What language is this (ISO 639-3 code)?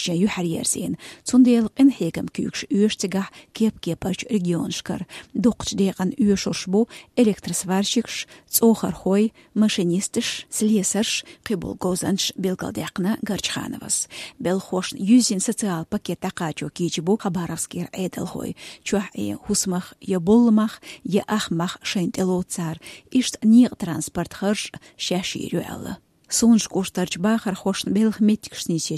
che